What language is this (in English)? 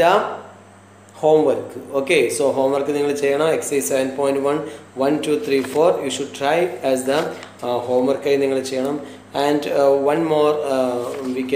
Malayalam